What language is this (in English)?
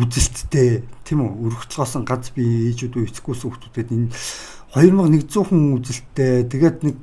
Mongolian